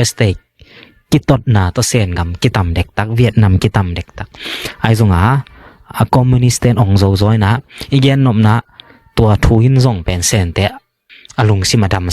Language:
Tedim Chin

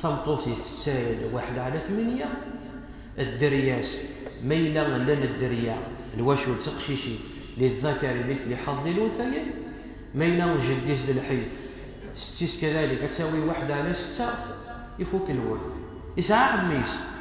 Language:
Kabyle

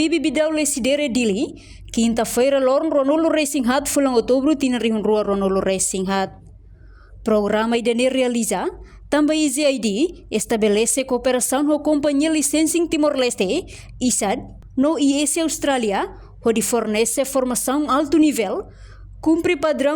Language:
Tetum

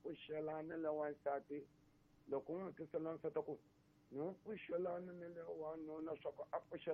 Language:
Tsonga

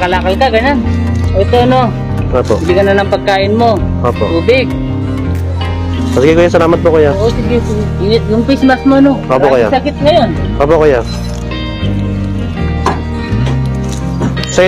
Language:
Filipino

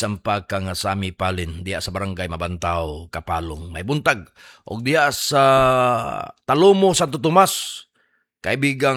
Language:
Cebuano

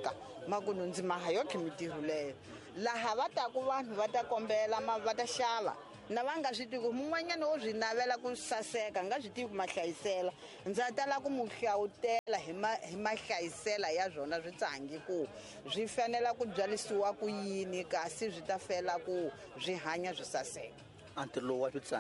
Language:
Tsonga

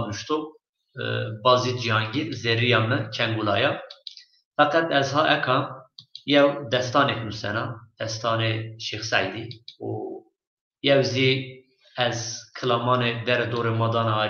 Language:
Zaza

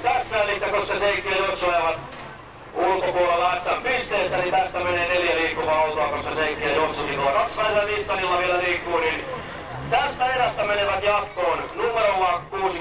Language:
Finnish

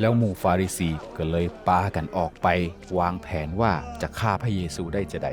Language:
Northern Thai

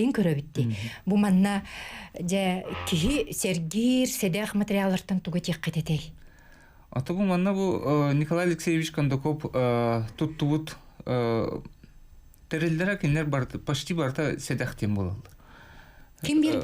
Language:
Yakut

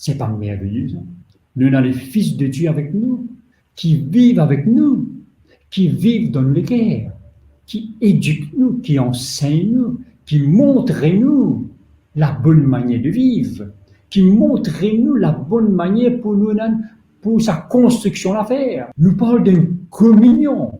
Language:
Morisyen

